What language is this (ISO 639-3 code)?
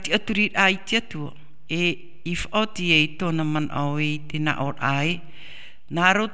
tah